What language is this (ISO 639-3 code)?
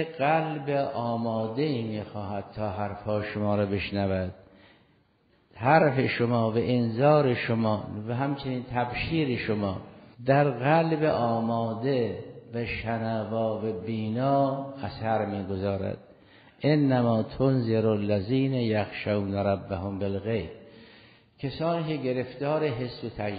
fas